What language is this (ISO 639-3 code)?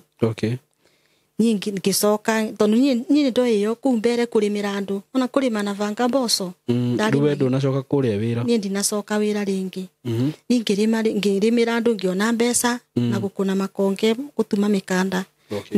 kik